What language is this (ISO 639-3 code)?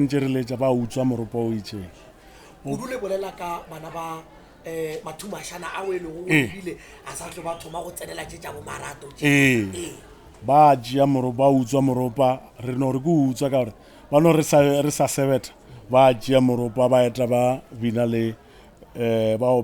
nso